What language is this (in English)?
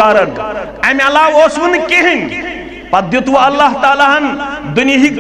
Kashmiri